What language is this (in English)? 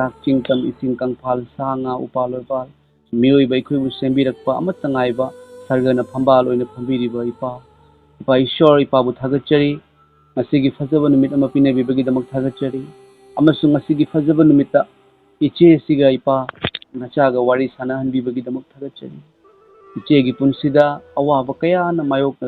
Manipuri